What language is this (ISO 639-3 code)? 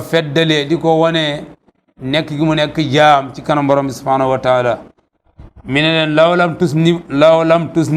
wol